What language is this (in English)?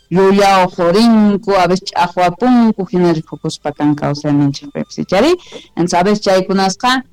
Quechua